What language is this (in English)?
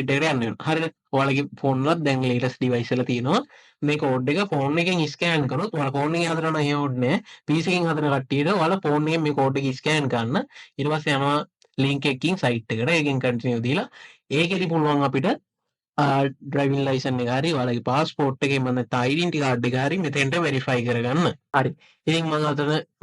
Sinhala